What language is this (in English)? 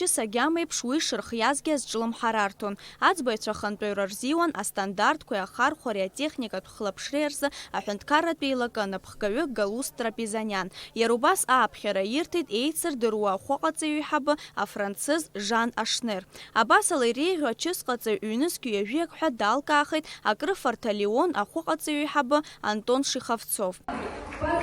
Abkhazian